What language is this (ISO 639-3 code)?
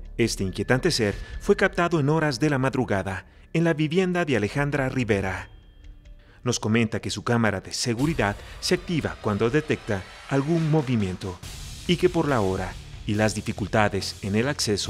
spa